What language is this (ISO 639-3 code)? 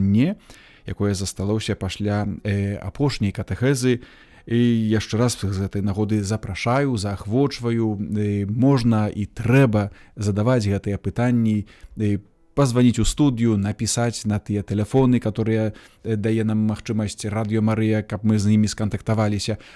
bel